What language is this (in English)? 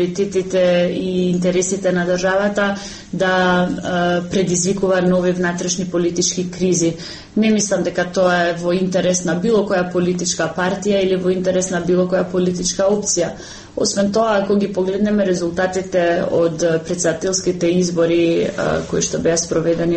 Macedonian